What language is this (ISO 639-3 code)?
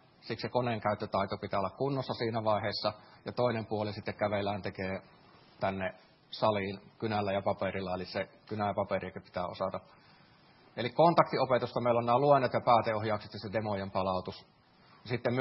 fin